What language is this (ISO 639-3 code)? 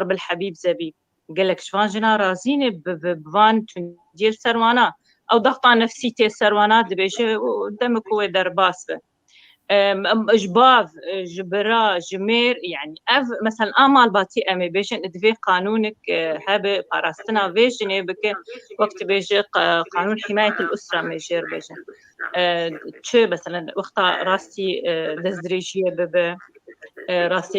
kur